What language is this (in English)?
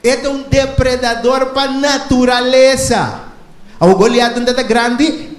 Papiamento